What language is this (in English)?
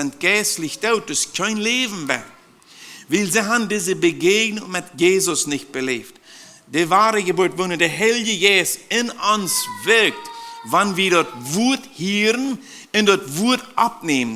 Plautdietsch